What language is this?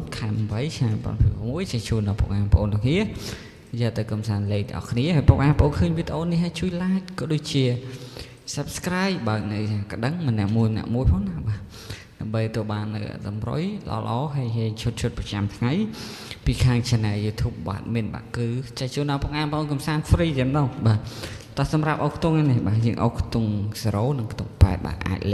Khmer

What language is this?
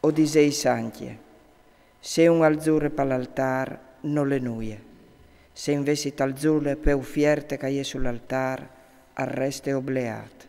Friulian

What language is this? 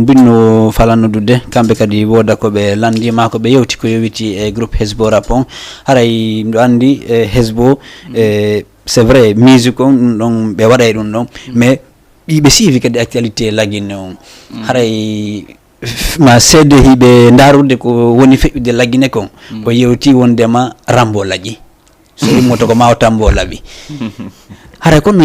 Fula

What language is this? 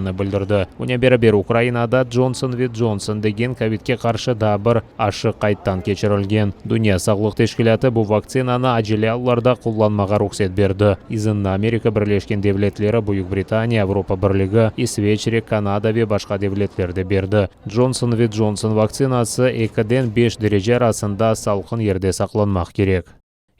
Crimean Tatar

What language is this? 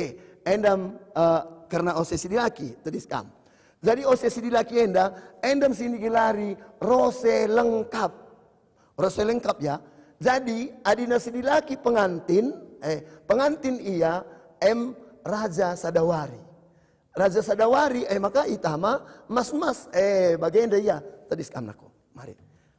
Batak Karo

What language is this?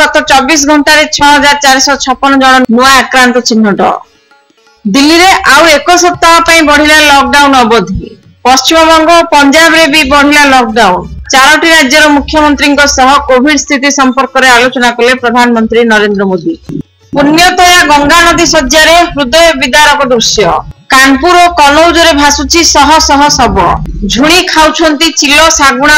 Odia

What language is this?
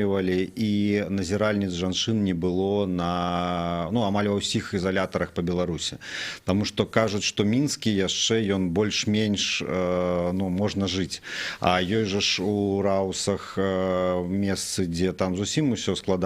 Belarusian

